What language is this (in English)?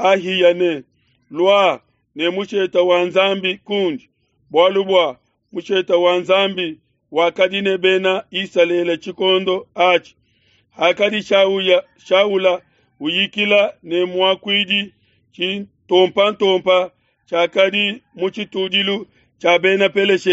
Luba-Lulua